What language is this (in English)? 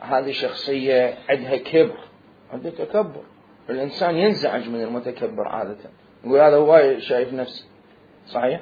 Mesopotamian Arabic